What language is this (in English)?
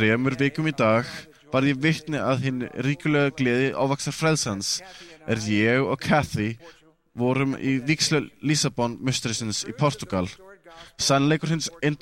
Icelandic